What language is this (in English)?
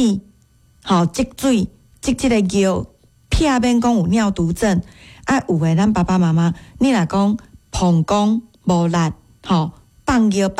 Min Nan Chinese